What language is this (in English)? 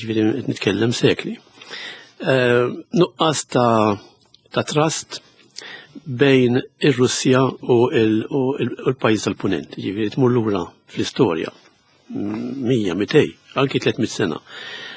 Maltese